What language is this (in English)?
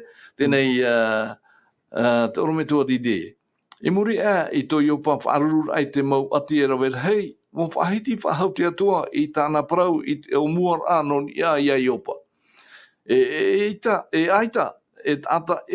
Tahitian